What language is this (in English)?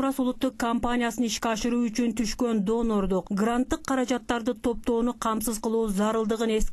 Kyrgyz